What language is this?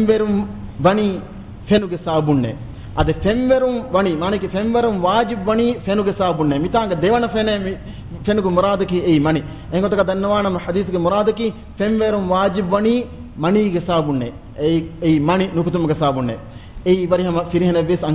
Divehi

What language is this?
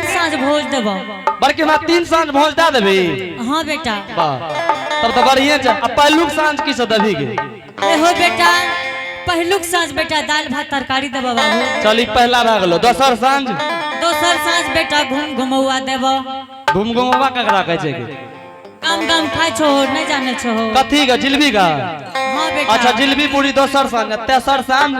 Angika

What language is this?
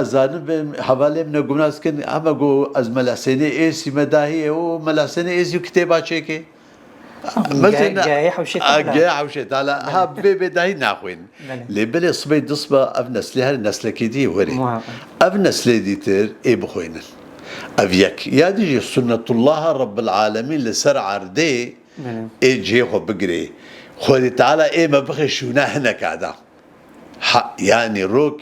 Kurdish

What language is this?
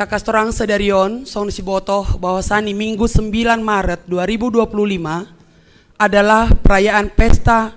Batak Simalungun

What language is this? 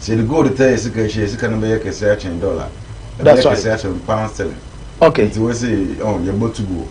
Akan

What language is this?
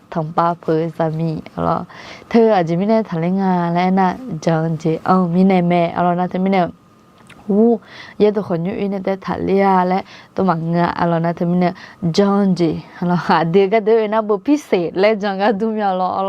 Akha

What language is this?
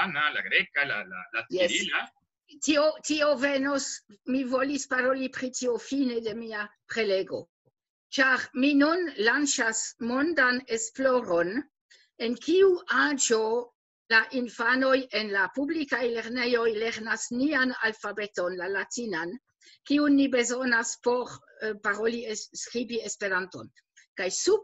Esperanto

